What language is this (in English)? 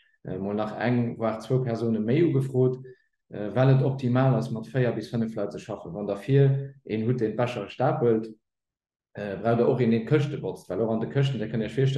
Luxembourgish